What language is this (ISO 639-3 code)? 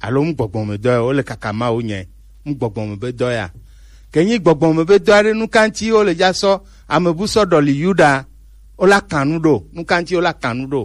gej